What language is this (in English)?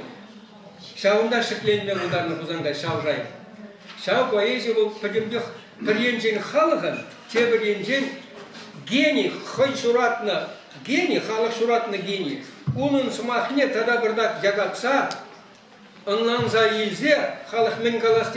Chuvash